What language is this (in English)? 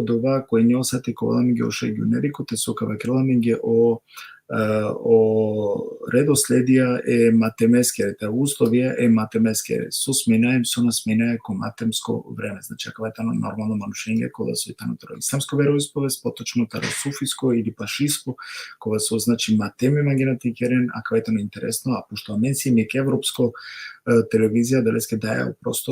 Balkan Romani